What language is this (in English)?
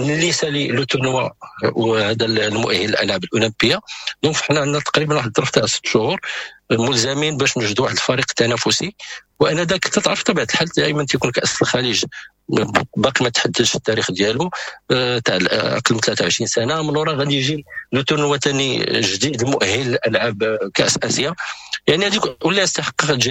Moroccan Arabic